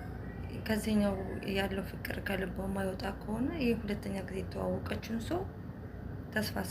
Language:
Amharic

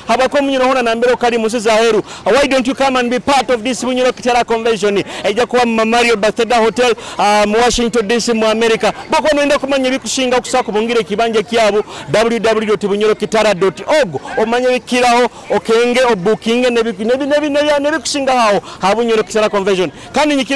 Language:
Nyoro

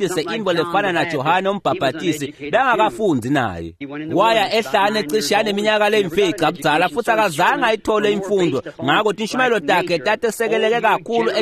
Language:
Swati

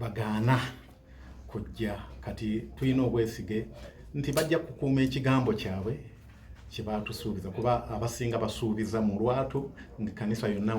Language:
Ganda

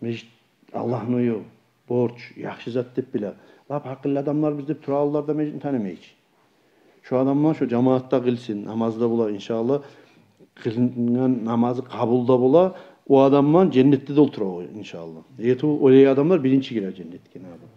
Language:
Kumyk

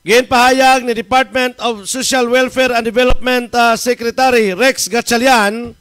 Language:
Hiligaynon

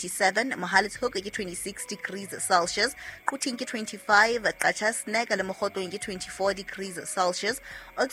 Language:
Southern Sotho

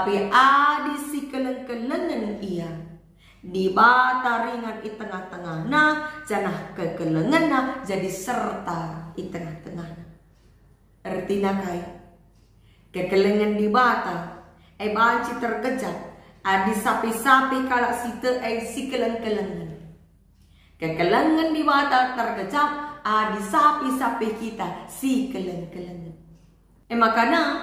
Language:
Batak Karo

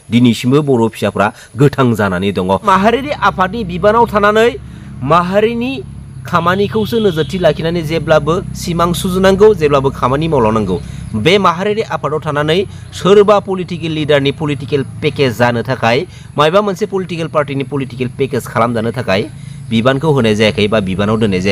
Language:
Bodo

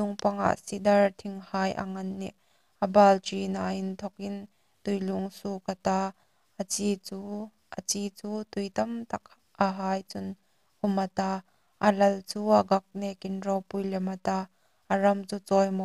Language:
Hmar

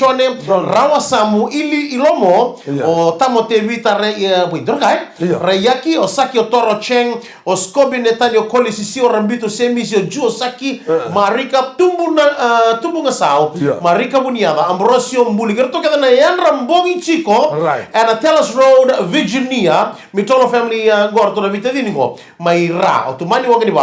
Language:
Fijian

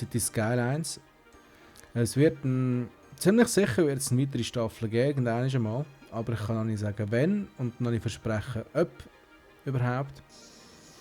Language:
Swiss German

